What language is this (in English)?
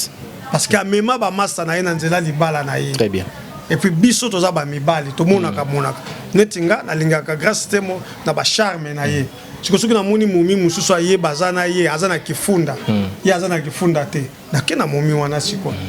Lingala